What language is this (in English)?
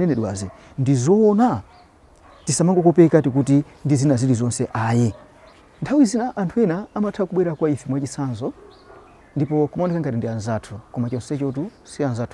Nyanja